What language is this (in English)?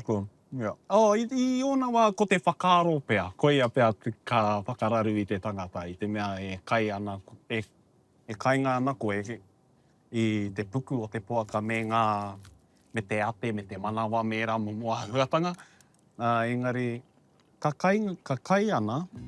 Māori